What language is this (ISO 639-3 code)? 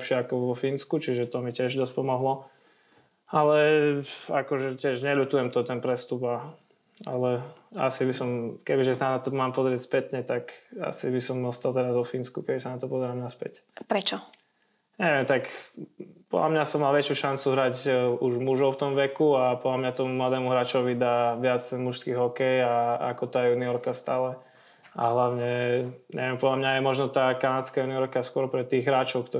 slk